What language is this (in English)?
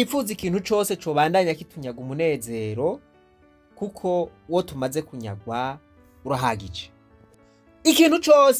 Rundi